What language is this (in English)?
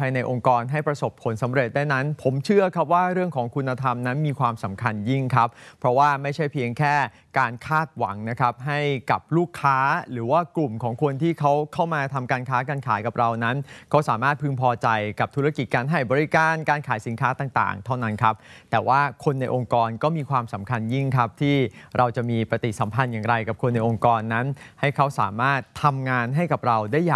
Thai